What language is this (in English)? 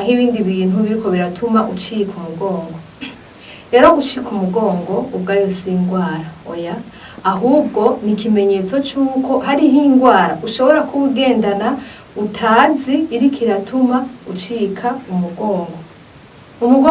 Rundi